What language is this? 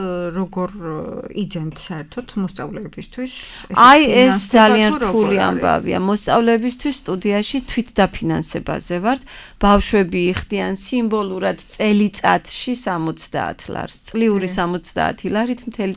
Georgian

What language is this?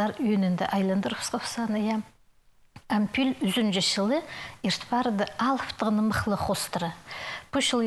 Khakas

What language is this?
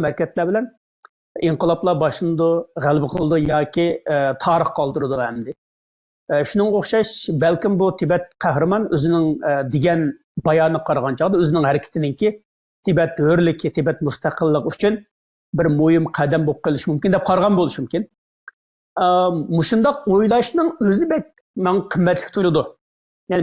Uyghur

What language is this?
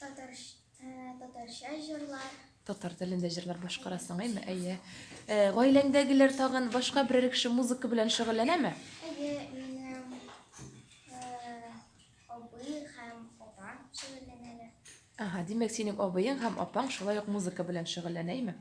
Tatar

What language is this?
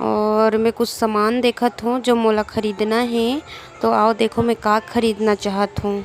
Chhattisgarhi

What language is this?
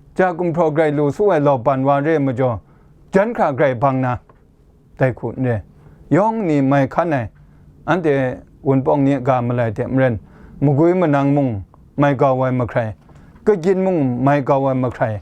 Kachin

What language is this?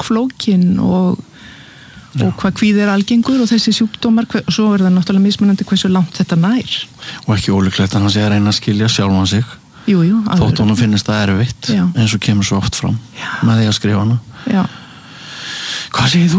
Icelandic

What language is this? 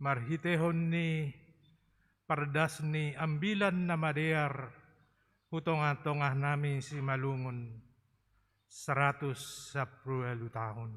Batak Simalungun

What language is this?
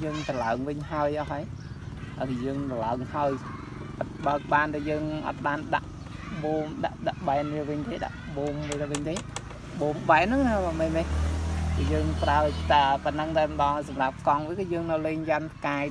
Khmer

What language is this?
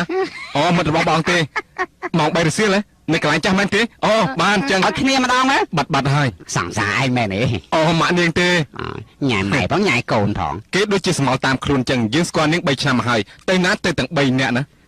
Khmer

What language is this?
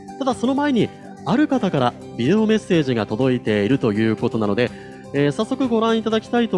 Japanese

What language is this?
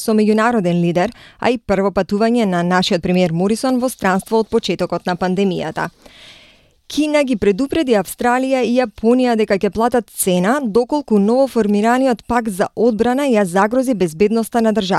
Macedonian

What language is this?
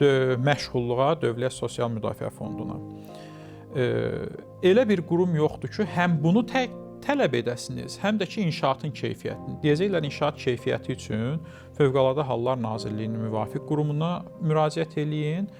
Azerbaijani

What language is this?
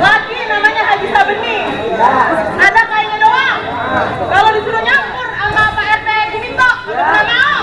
Betawi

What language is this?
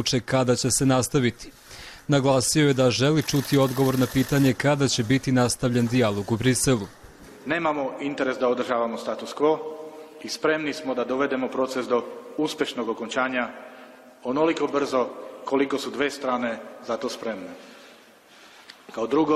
Bosnian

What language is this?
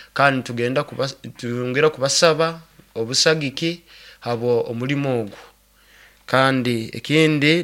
Nyoro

